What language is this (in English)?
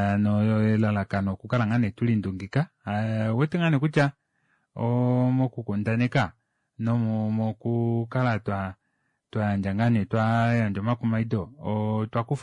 Kuanyama